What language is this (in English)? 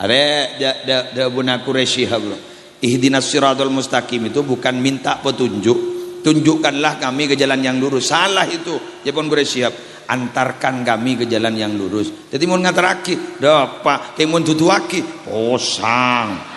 Madurese